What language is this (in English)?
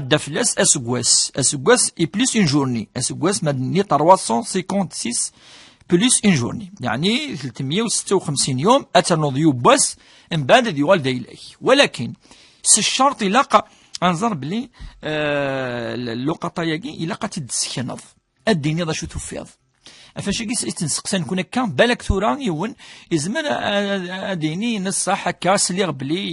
Kabyle